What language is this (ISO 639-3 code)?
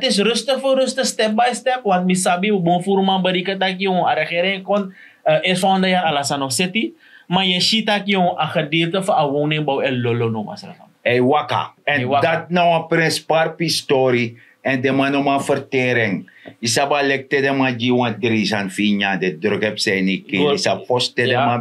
srn